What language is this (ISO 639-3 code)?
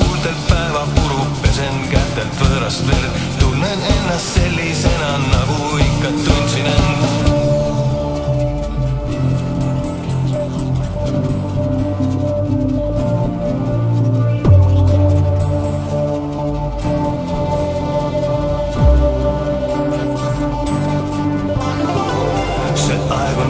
est